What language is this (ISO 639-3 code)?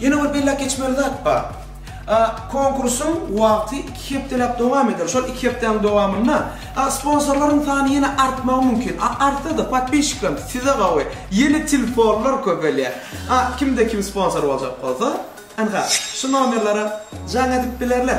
tuk